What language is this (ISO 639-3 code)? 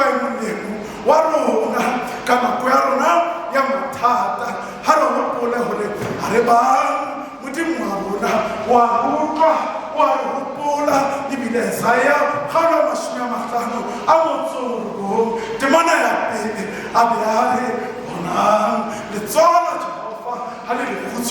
sot